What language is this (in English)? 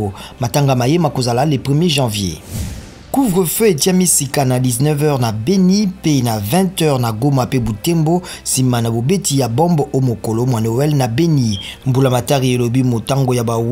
Lingala